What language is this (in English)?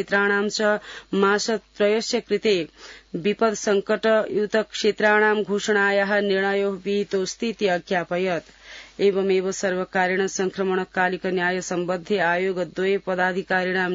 Sanskrit